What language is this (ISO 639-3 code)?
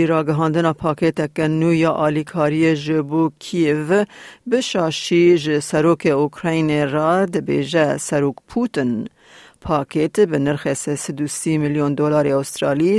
kur